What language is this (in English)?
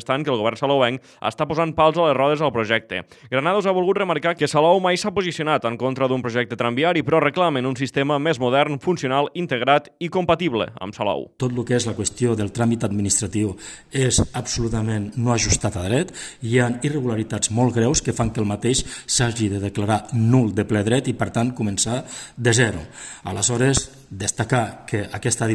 Catalan